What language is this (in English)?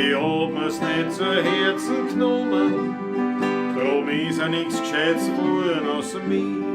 Bavarian